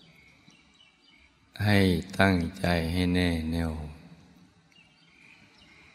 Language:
Thai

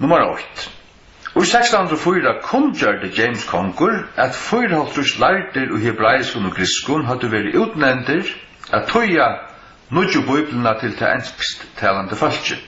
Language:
Faroese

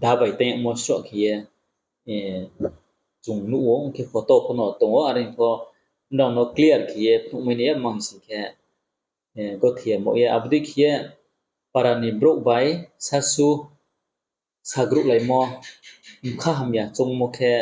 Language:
Riang (India)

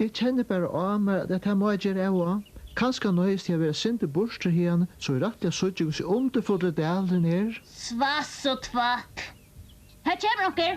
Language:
Faroese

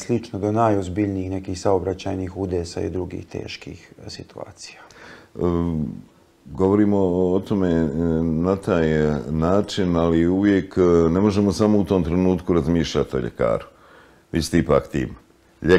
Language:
Bosnian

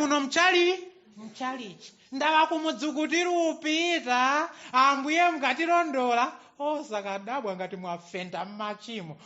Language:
Nyanja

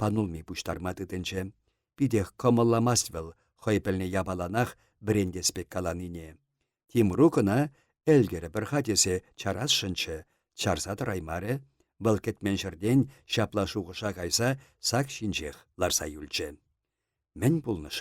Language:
Chuvash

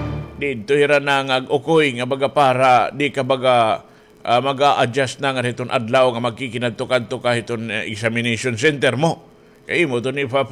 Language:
Waray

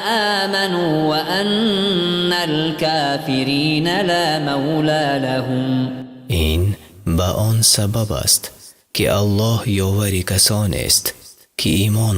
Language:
Tajik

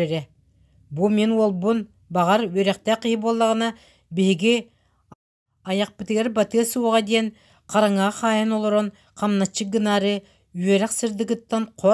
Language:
Yakut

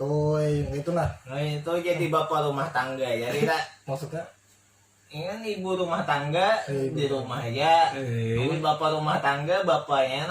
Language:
Banjar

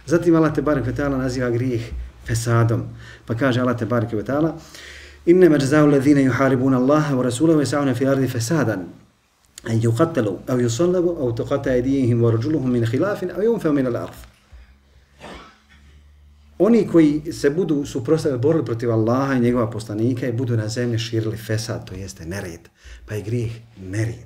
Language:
Bosnian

